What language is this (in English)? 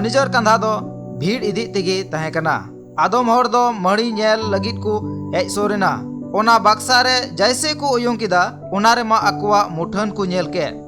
Santali